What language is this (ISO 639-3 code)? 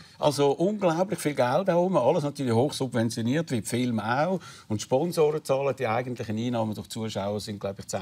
gsw